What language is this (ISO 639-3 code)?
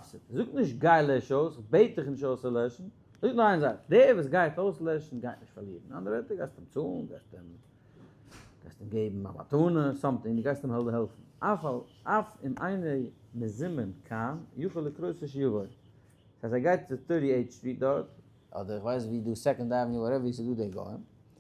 yid